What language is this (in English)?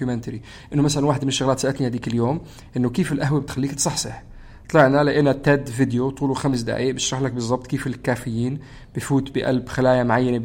North Levantine Arabic